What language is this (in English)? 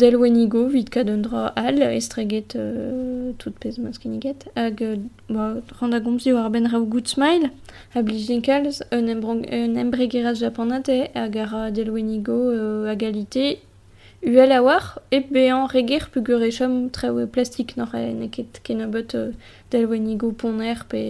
Breton